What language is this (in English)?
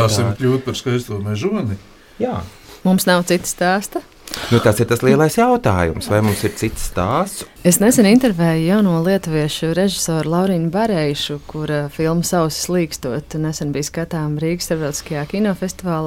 Latvian